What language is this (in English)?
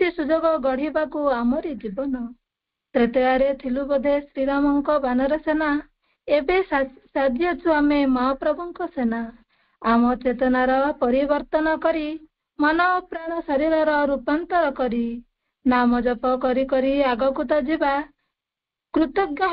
Odia